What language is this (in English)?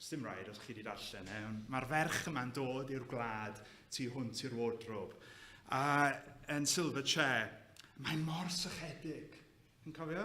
Welsh